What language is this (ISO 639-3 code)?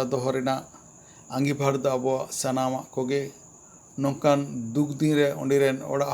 sat